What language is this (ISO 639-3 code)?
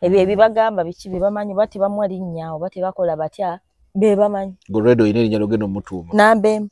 lug